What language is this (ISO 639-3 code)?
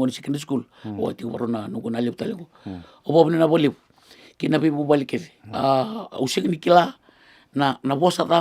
fij